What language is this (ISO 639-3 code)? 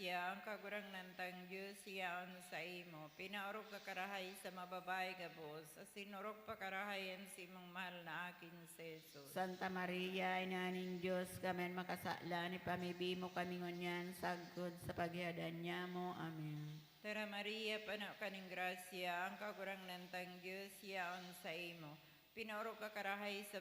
bik